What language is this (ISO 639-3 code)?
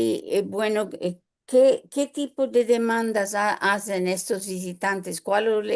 lad